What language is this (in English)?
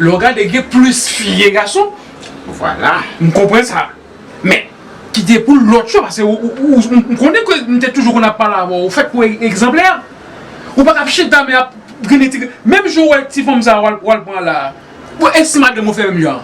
Haitian Creole